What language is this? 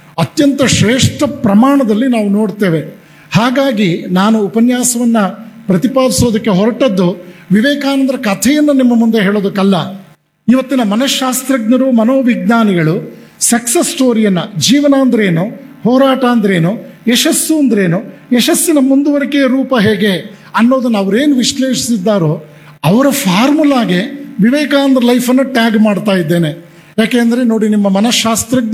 Kannada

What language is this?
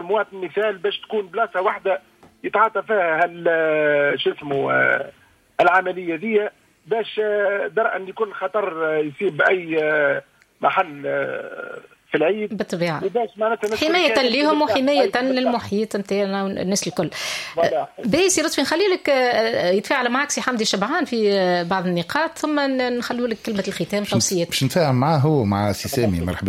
Tunisian Arabic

